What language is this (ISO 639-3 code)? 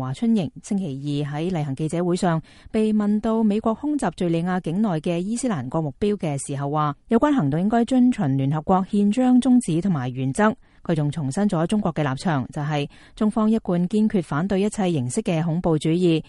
yue